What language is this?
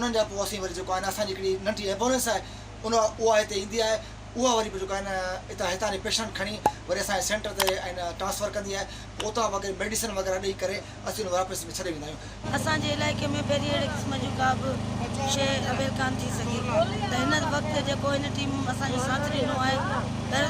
Sindhi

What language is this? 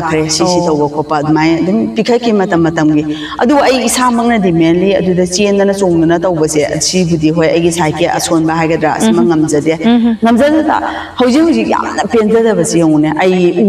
Manipuri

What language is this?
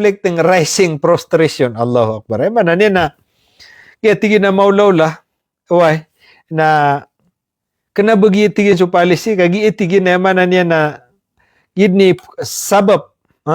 Maranao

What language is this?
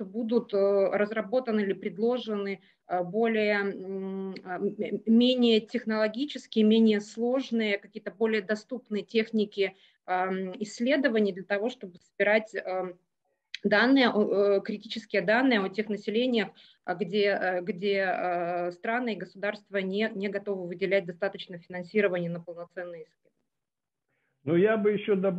Russian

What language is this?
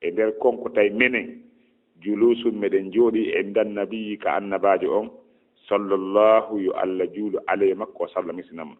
Fula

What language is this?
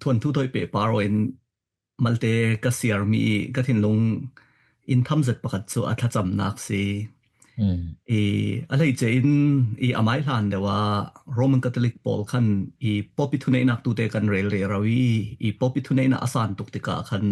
Falam Chin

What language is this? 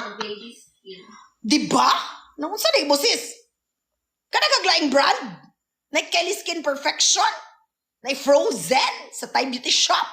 Cebuano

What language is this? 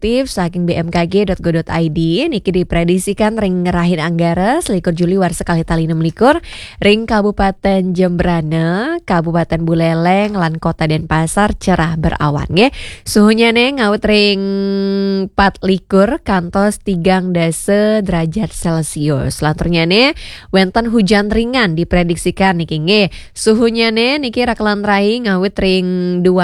Balinese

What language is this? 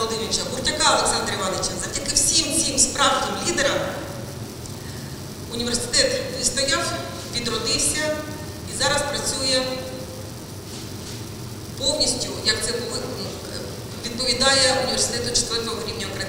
Ukrainian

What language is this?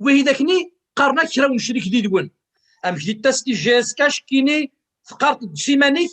Kabyle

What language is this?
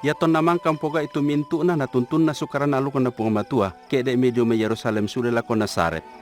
Toraja-Sa'dan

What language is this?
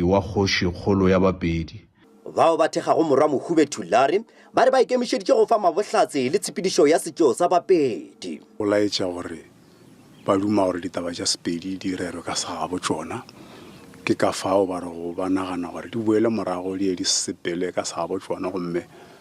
Northern Sotho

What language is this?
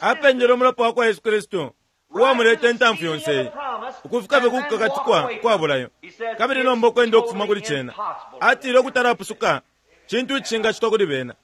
Bemba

